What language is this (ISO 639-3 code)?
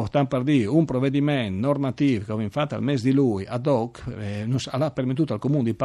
fur